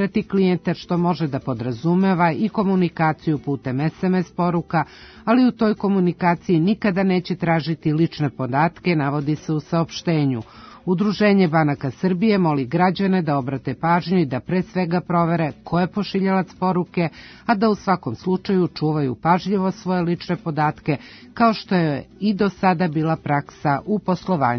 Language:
Serbian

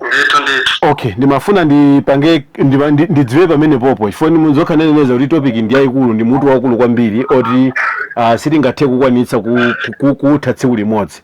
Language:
Nyanja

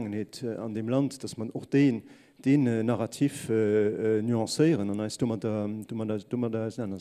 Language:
Luxembourgish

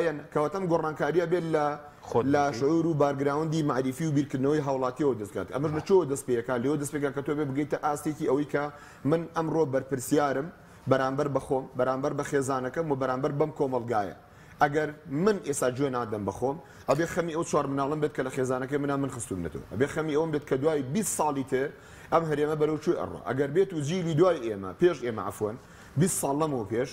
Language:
Central Kurdish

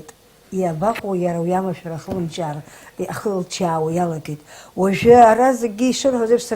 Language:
Abkhazian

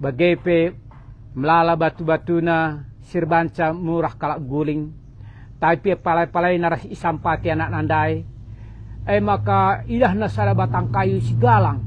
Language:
Batak Karo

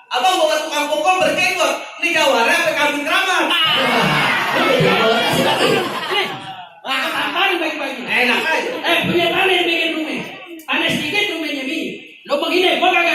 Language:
Betawi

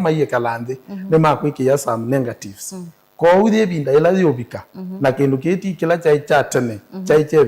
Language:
Kamba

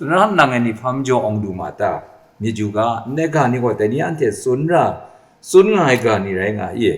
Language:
Kachin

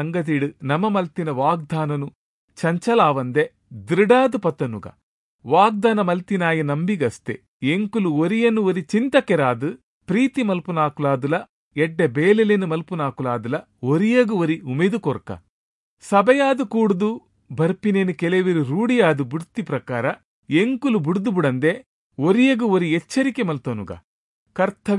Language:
Tulu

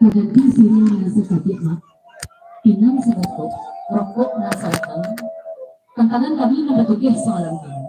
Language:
Minangkabau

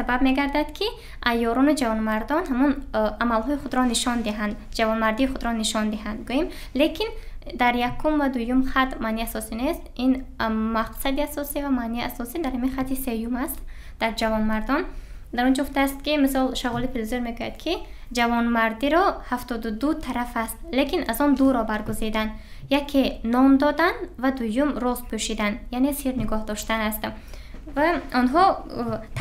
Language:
Tajik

